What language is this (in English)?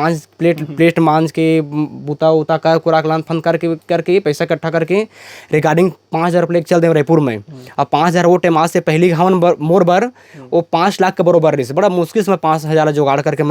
Chhattisgarhi